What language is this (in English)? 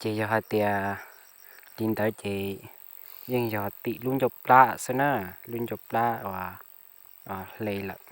Hmong